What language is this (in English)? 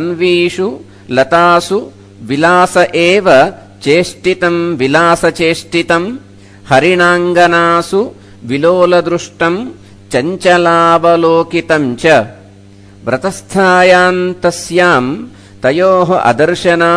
Sanskrit